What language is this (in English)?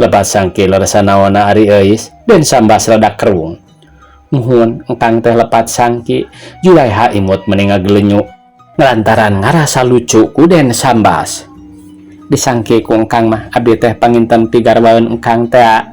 Sundanese